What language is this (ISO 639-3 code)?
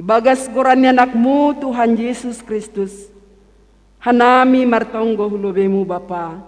bts